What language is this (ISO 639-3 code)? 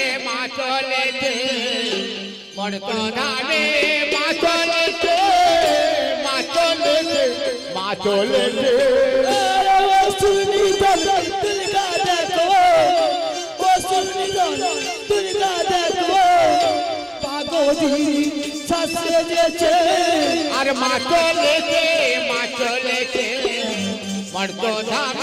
ben